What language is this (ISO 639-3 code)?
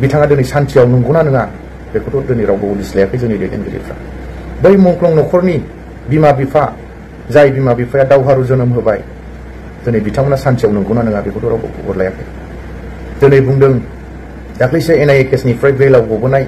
brx